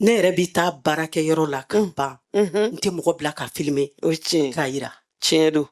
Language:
Bambara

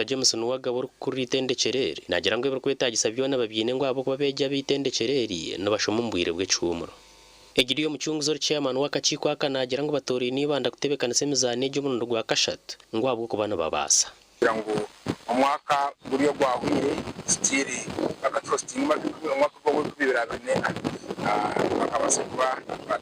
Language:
Nyankole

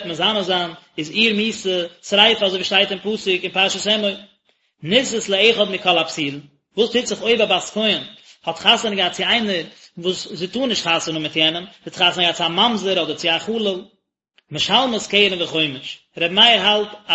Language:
Yiddish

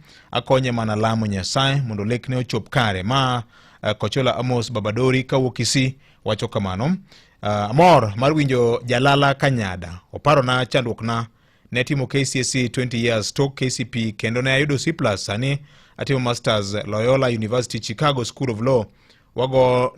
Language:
Luo (Kenya and Tanzania)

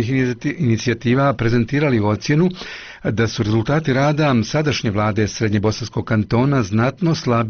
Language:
Bosnian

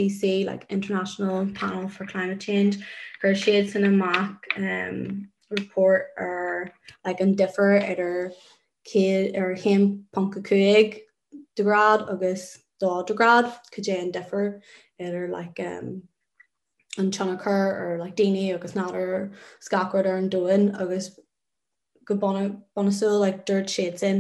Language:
Irish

